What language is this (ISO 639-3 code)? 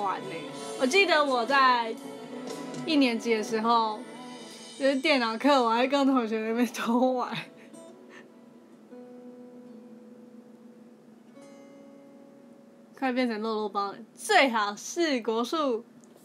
zho